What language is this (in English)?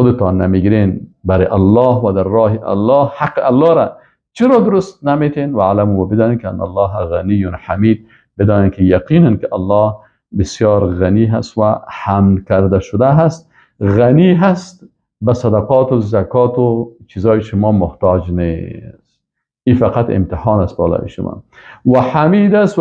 Persian